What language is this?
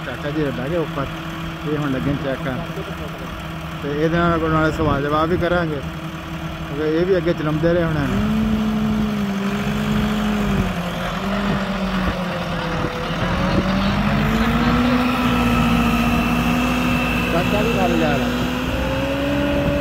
Punjabi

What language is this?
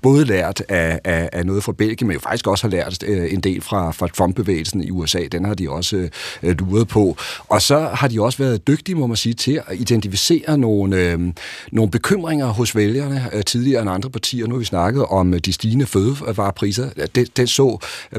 Danish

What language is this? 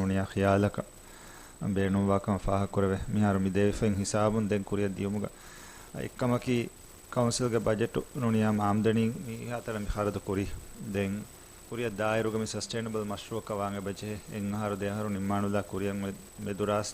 Divehi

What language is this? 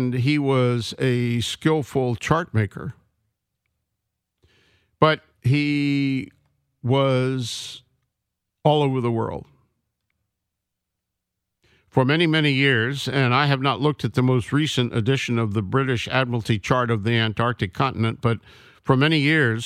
English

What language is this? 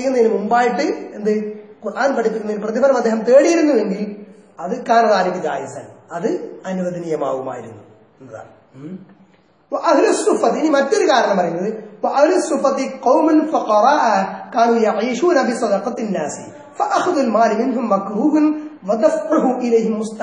Malayalam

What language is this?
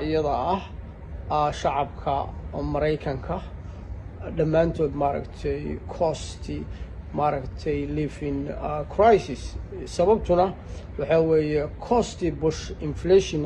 Somali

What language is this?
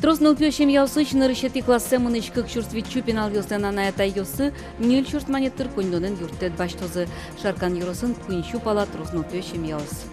Udmurt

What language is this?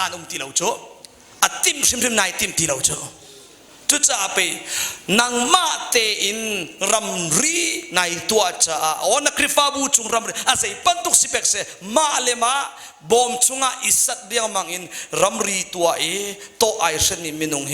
Hakha Chin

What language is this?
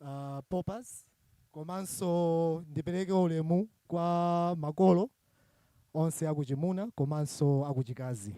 Nyanja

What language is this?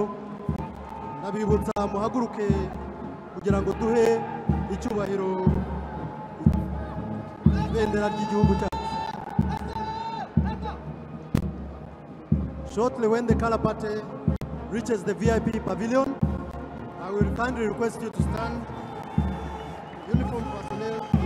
Kinyarwanda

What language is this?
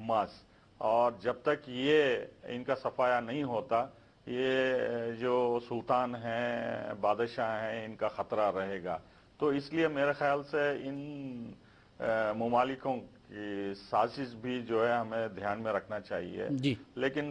Urdu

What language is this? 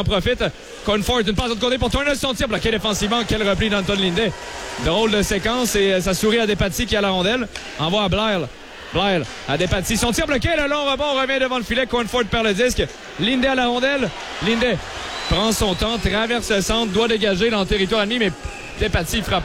French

